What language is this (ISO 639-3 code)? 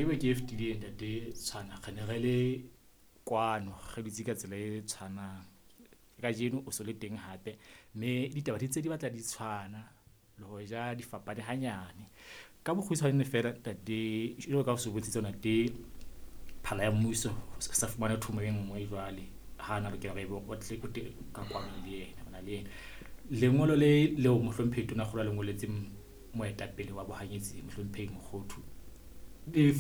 sot